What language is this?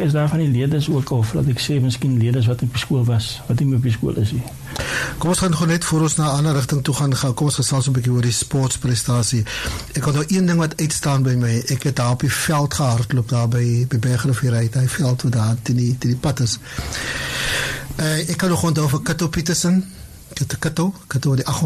Afrikaans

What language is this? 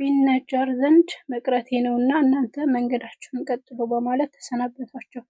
Amharic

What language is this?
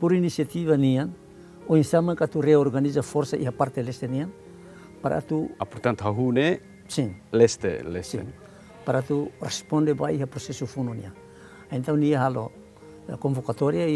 Tetum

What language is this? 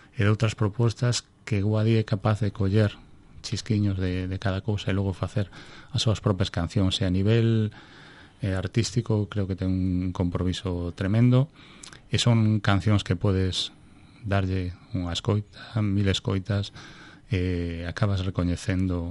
Galician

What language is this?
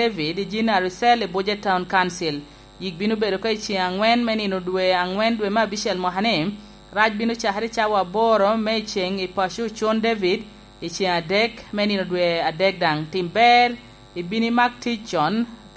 Lango (Uganda)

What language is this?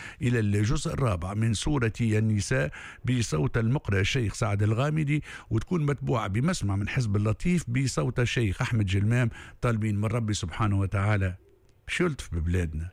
Tunisian Arabic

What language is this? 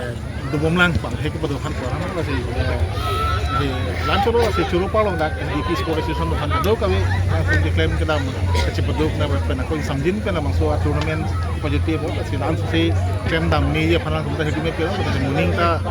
Karbi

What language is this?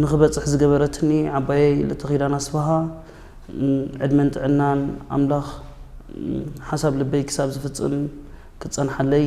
Tigrinya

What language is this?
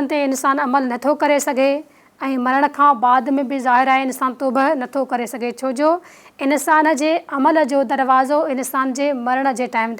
Sindhi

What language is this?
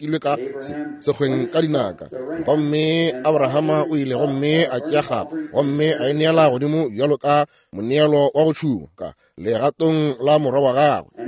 Northern Sotho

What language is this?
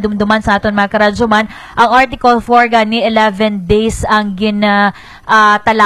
Hiligaynon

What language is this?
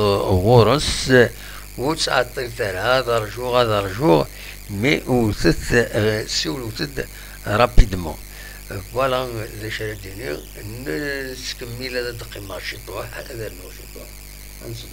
Kabyle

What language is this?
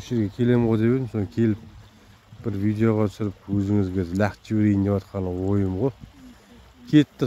Kazakh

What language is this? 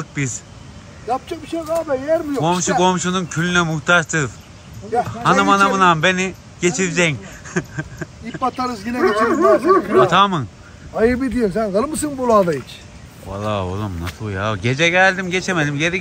Turkish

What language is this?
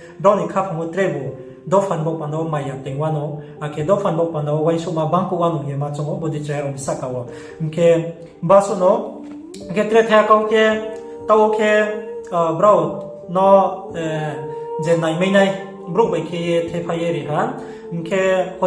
Riang (India)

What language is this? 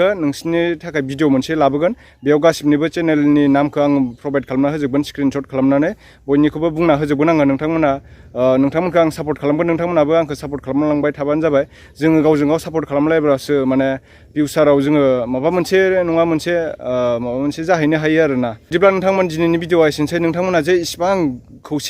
Bodo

